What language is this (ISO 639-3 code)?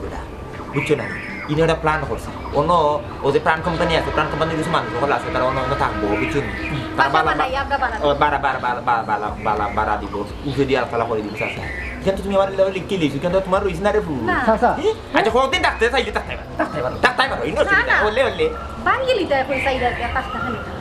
syl